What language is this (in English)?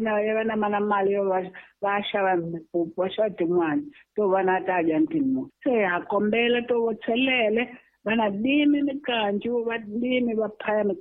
Tsonga